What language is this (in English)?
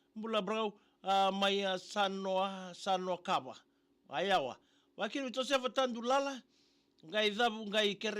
Fijian